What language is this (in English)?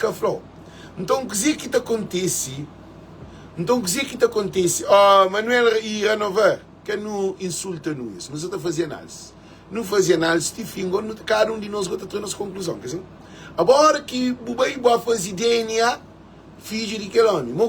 Kabuverdianu